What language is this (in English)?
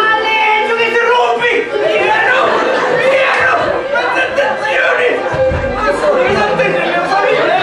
Sicilian